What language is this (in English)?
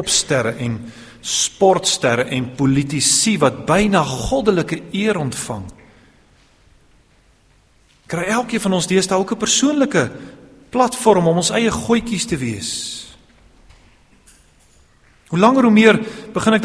Afrikaans